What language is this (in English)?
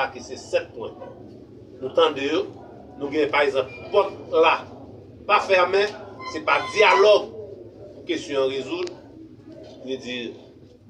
Haitian Creole